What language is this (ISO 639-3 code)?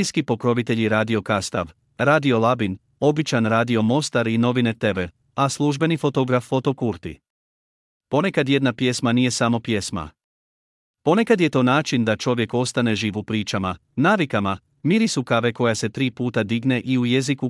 hrv